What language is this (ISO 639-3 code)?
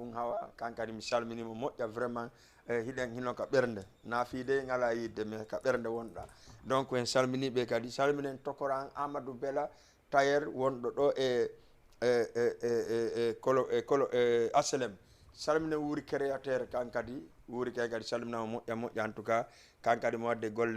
ful